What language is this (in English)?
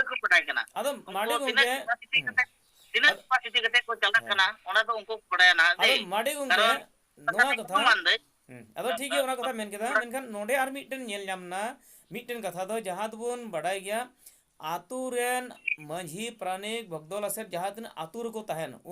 Santali